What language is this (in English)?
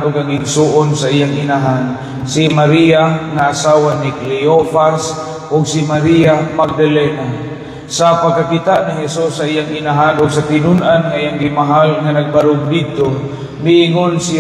Cebuano